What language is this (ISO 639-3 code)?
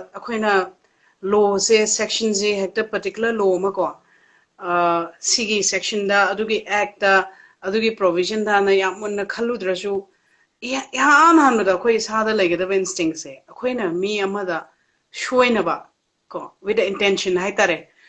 mni